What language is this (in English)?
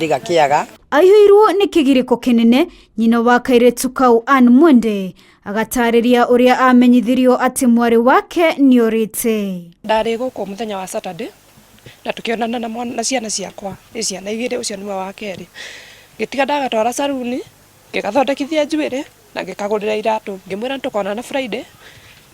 Kikuyu